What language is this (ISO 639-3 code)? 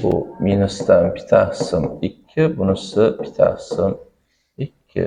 uzb